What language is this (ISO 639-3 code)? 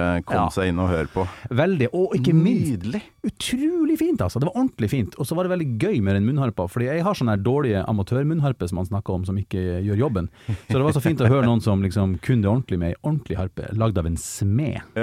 nor